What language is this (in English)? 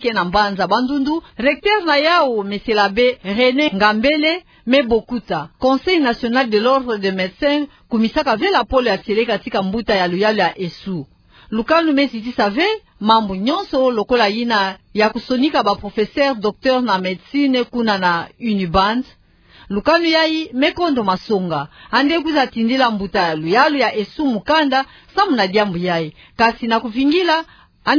Kituba (Democratic Republic of Congo)